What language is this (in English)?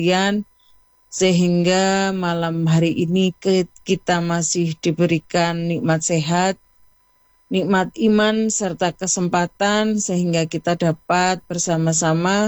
Indonesian